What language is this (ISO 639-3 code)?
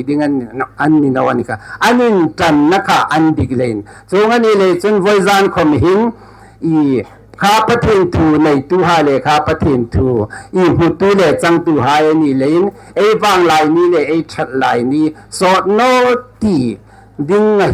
hmr